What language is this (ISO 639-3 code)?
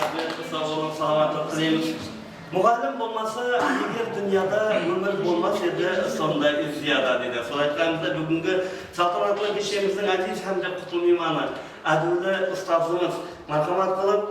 kaa